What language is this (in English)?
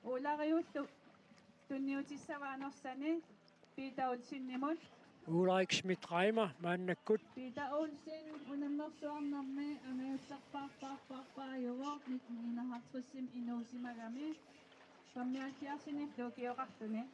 Kalaallisut